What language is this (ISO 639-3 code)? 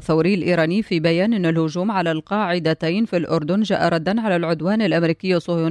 aeb